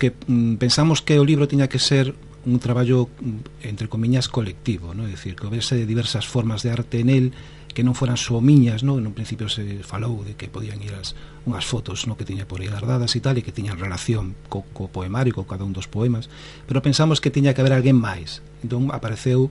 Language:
Galician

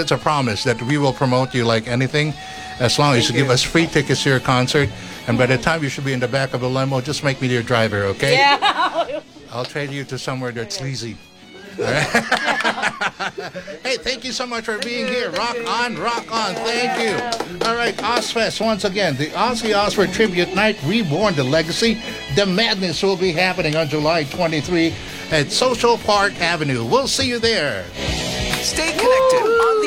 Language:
English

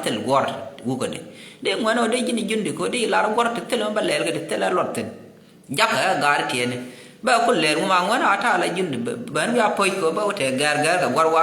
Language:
Nuer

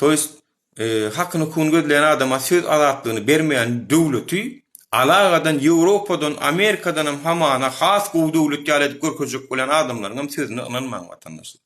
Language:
Turkmen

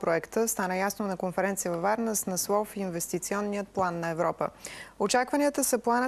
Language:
Bulgarian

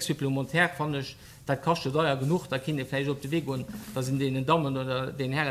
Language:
Luxembourgish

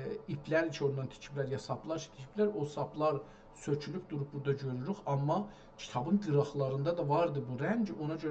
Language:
South Azerbaijani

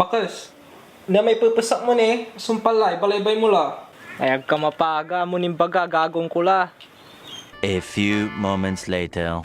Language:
Pangasinan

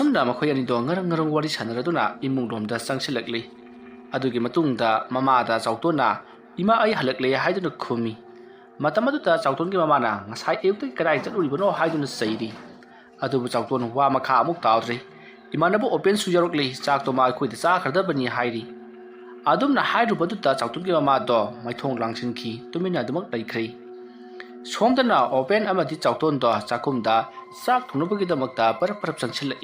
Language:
Manipuri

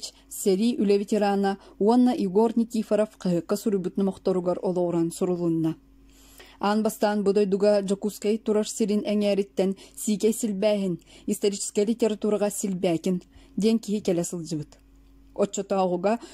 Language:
Yakut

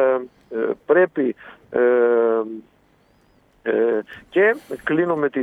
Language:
Greek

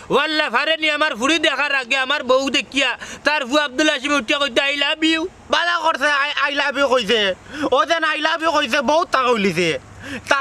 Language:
Sylheti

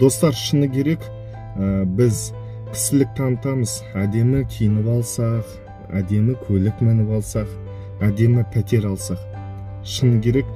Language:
Kazakh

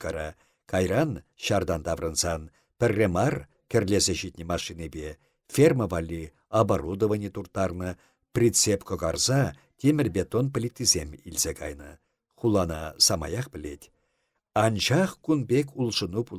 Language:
Chuvash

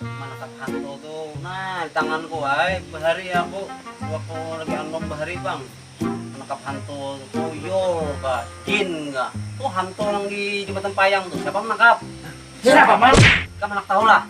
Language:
Banjar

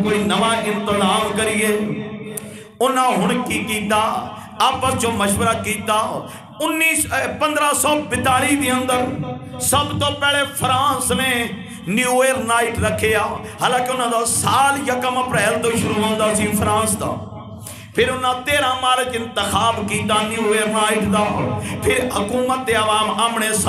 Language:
Western Panjabi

